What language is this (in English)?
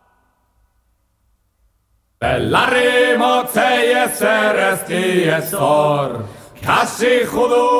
Basque